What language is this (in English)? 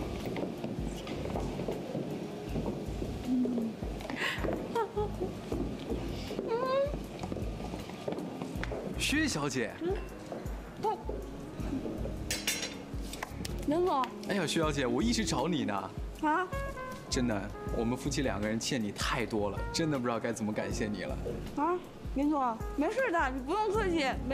Chinese